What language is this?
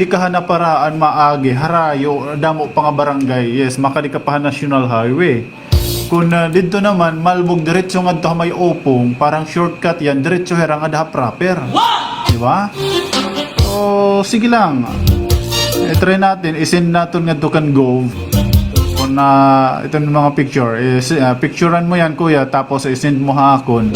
Waray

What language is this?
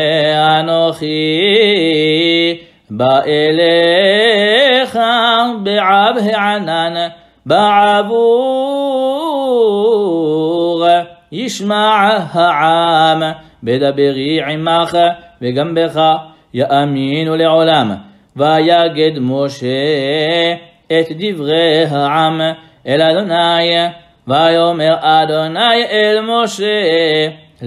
Hebrew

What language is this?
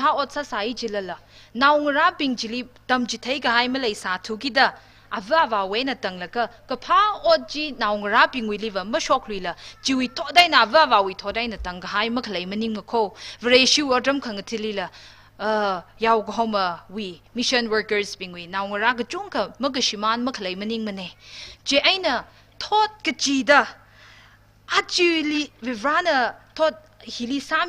Tangkhul Naga (India)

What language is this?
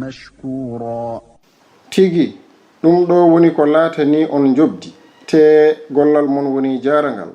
Fula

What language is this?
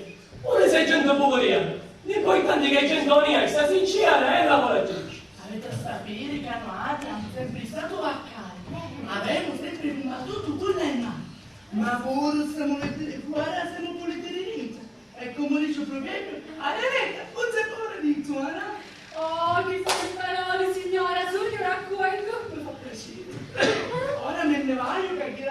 Sicilian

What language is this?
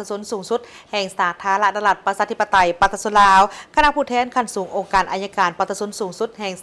Lao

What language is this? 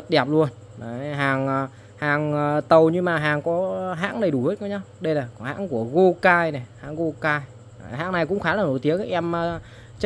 Vietnamese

